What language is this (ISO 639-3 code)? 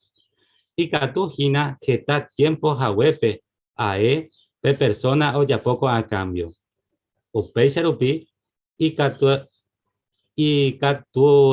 grn